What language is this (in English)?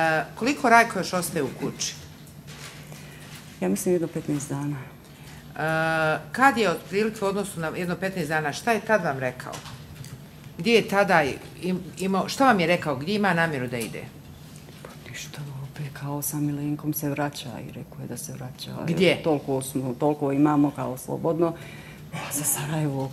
Bosnian